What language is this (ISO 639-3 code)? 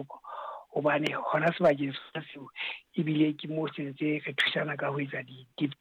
sot